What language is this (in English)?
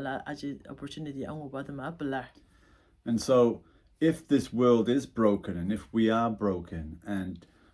Ao Naga